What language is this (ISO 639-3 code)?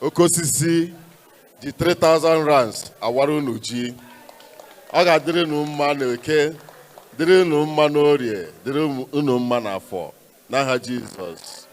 ibo